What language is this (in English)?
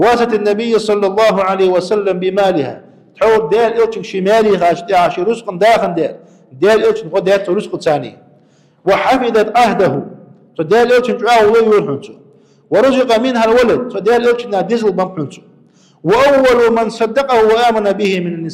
Ingush